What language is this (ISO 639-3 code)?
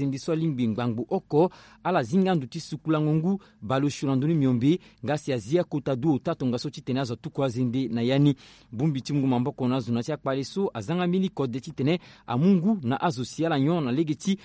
sag